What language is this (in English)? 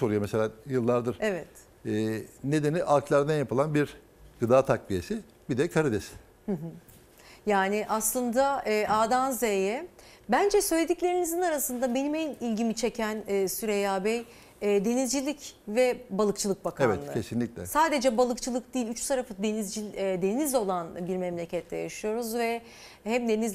Turkish